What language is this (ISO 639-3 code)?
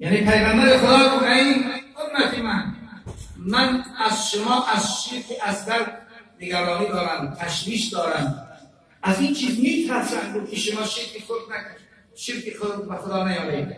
tgk